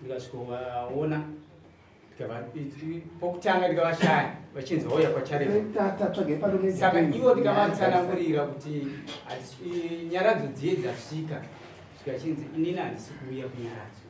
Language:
Shona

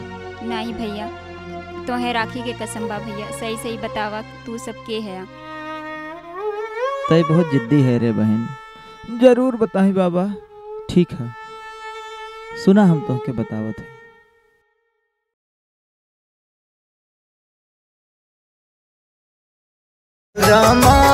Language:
Bhojpuri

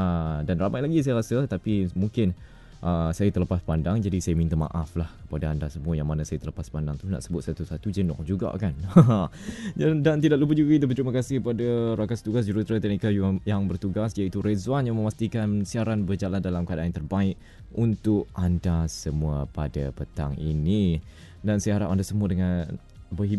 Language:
Malay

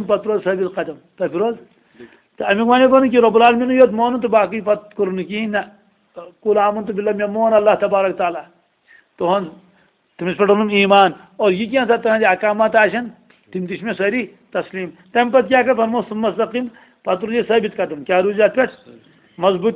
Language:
Kashmiri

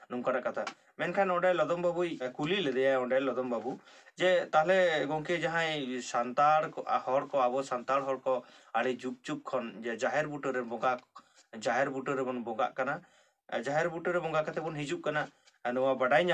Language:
Santali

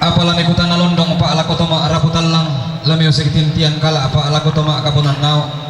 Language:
Toraja-Sa'dan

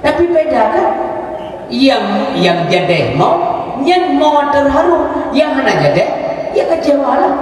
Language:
Achinese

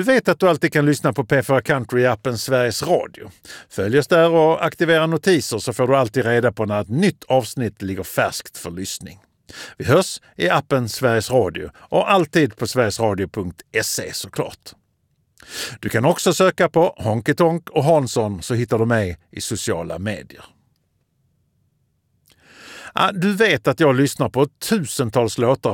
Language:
Swedish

